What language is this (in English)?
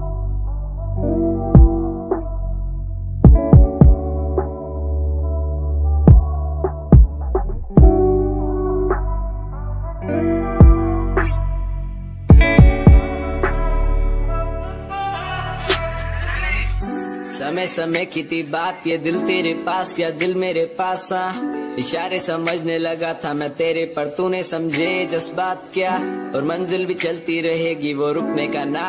Hindi